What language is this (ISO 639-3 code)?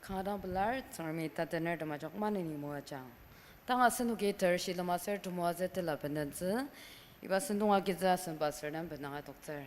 njo